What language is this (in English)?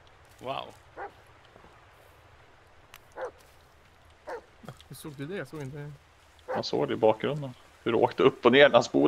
Swedish